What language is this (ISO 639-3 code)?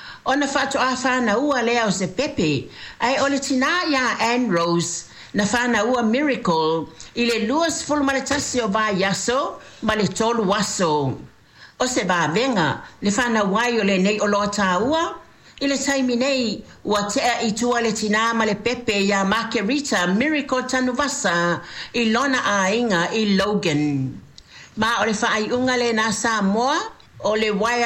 smo